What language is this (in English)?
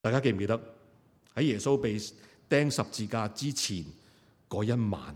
Cantonese